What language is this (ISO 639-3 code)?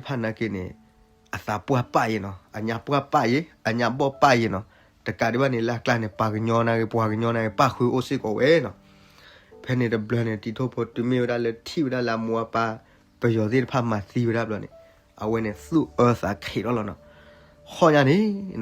ksw